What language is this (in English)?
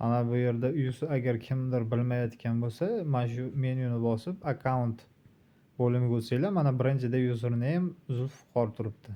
Uzbek